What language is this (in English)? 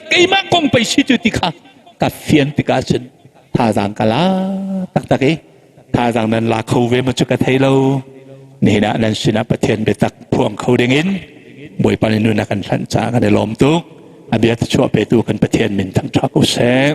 Hakha Chin